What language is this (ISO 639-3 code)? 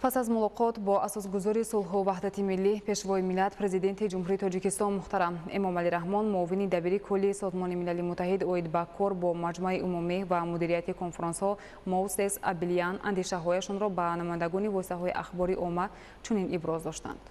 tgk